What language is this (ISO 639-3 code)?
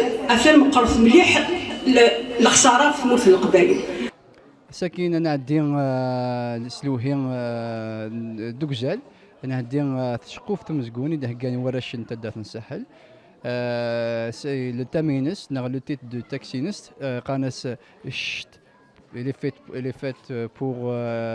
kab